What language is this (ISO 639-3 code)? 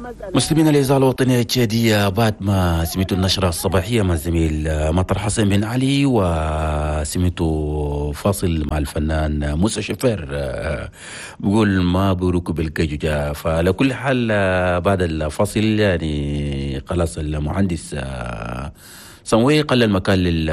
shu